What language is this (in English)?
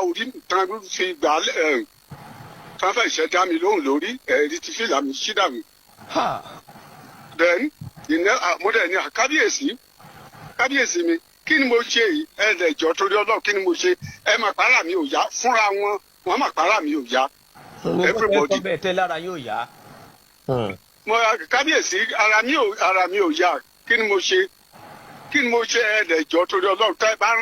Yoruba